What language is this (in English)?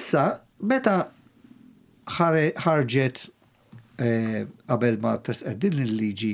Maltese